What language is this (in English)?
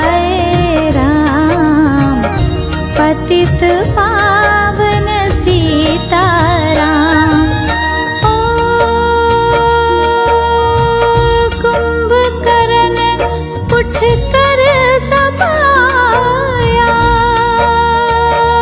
Hindi